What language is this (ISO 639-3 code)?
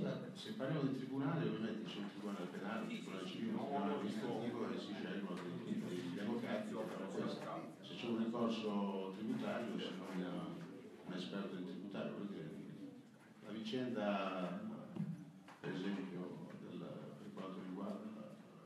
ita